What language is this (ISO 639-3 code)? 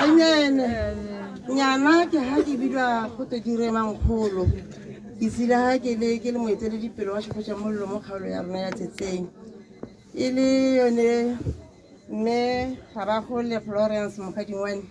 tsn